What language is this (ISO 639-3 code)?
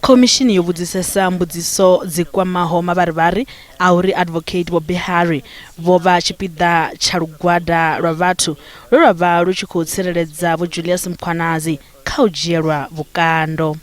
ven